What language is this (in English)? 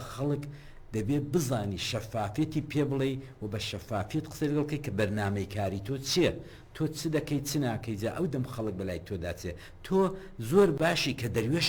Central Kurdish